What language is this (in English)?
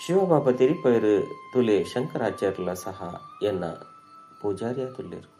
Tulu